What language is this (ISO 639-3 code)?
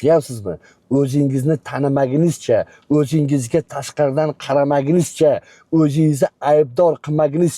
uzb